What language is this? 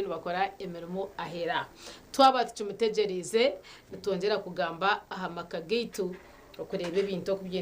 Nyankole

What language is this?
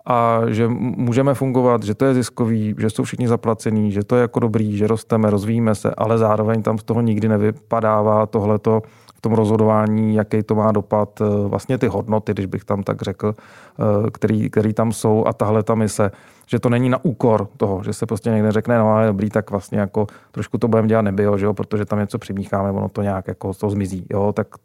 Czech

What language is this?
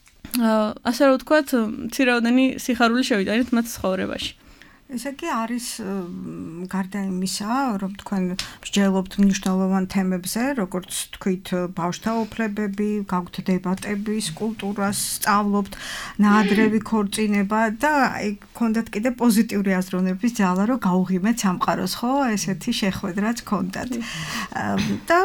Georgian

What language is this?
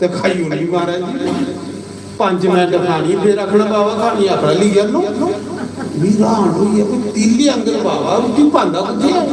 Dogri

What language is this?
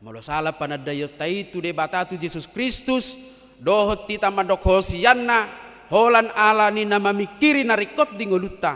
Batak Toba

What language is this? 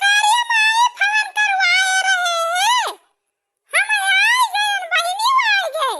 Awadhi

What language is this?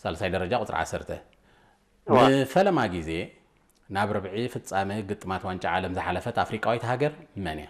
Tigrinya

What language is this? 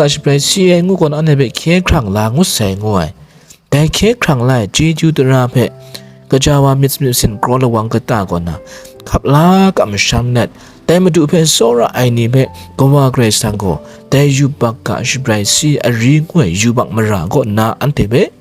Kachin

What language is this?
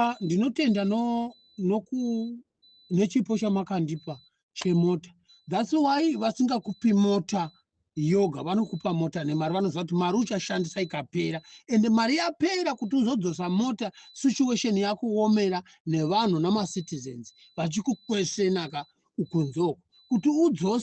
Shona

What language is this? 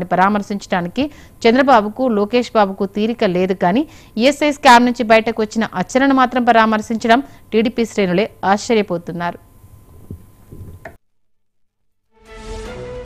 Telugu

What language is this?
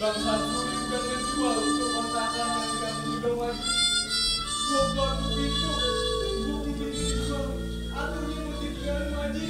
Betawi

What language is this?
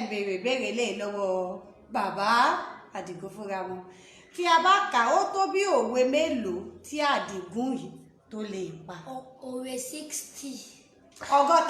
Yoruba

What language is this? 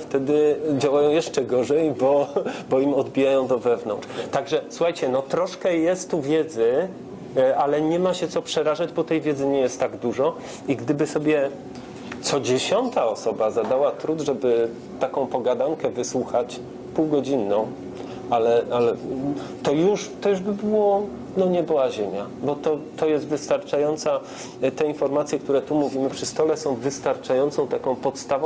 Polish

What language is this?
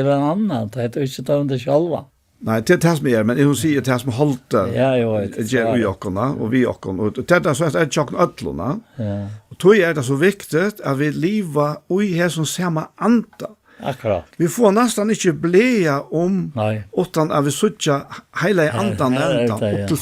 Faroese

